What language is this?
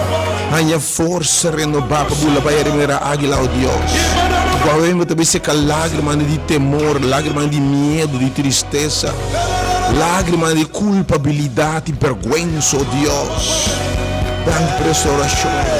Papiamento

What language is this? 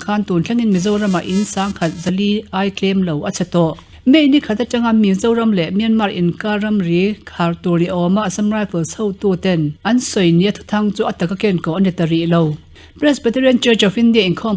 Mizo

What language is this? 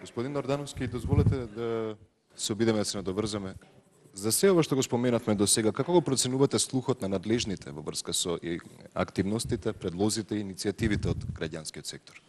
Macedonian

